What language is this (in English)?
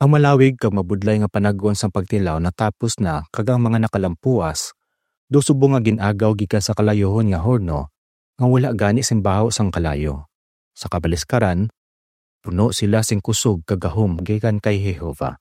Hiligaynon